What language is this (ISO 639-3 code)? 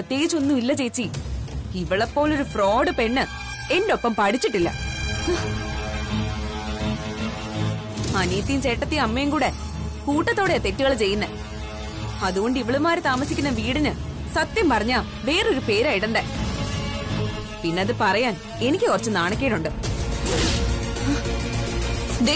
mal